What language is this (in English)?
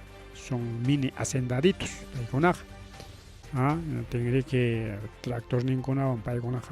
Ayacucho Quechua